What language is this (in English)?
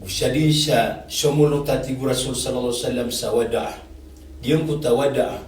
Maranao